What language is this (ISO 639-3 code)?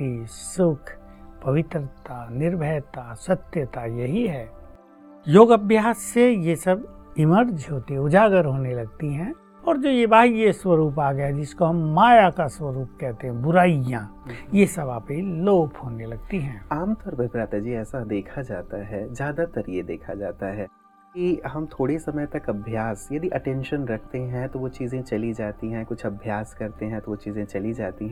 hin